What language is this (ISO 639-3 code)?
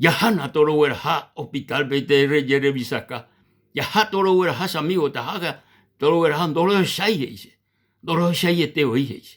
grn